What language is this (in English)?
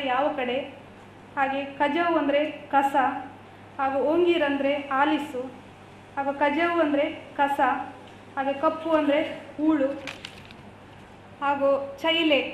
Kannada